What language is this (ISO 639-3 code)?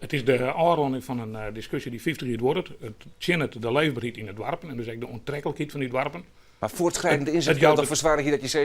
fry